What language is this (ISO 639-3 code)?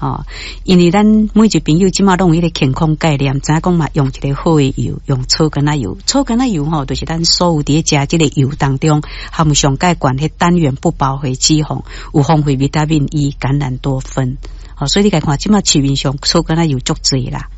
nan